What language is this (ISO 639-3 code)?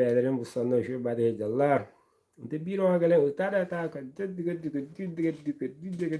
sah